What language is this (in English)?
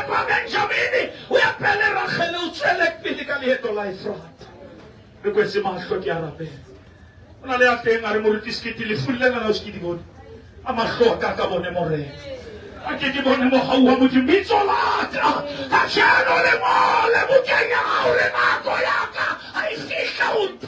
Southern Sotho